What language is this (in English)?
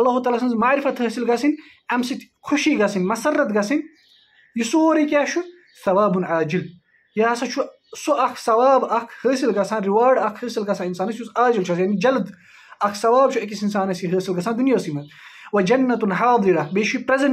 Kashmiri